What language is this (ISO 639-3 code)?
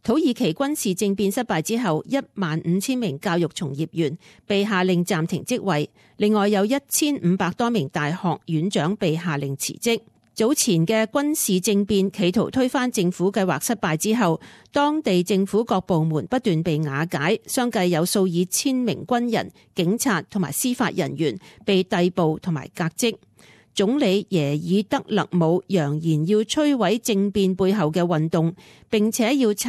yue